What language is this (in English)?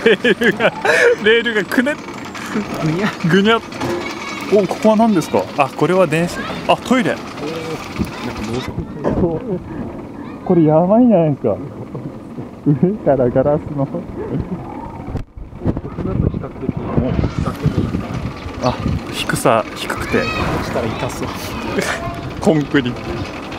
Japanese